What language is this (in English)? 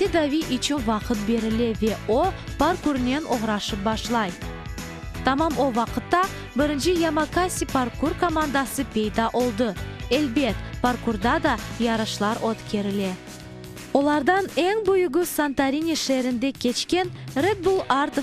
Crimean Tatar